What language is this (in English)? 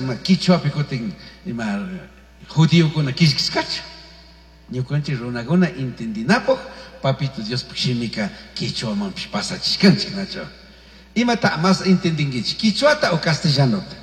Chimborazo Highland Quichua